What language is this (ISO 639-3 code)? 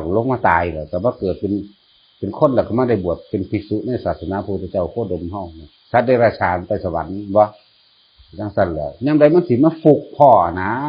tts